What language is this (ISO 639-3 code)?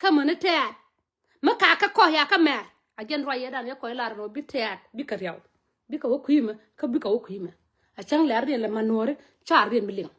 nus